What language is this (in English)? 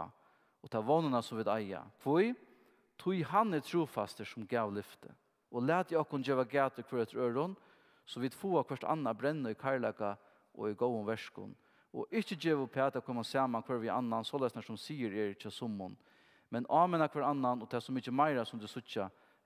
Faroese